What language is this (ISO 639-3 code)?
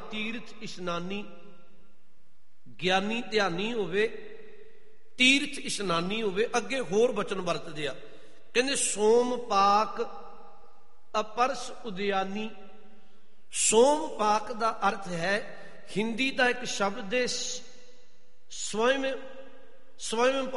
pan